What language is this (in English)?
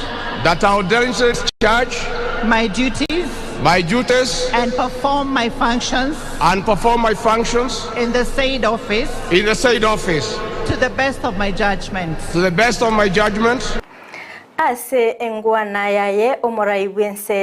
Gusii